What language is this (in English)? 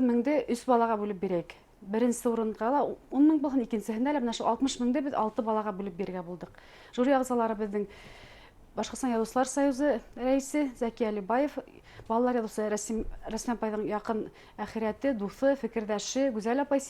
Bashkir